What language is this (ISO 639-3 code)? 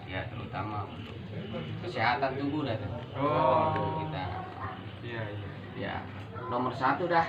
bew